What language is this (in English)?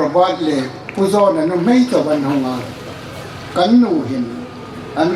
Hmar